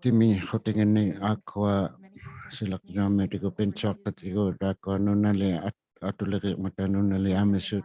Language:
Inuktitut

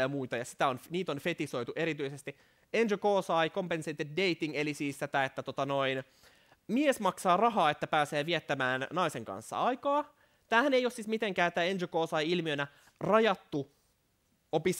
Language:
Finnish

